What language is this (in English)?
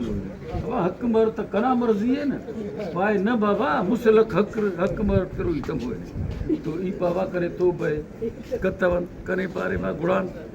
Brahui